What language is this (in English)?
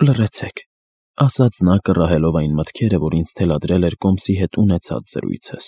Armenian